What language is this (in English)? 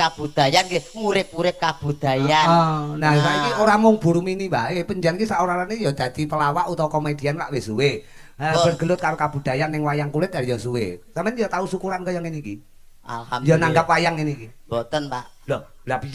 Javanese